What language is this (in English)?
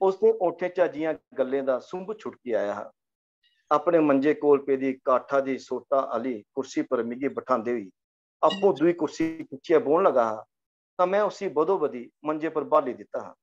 Dogri